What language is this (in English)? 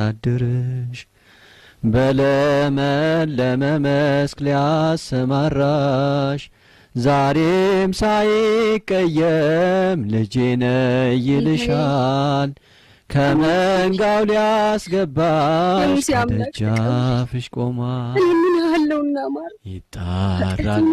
Amharic